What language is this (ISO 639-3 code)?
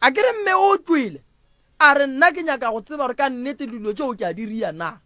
nso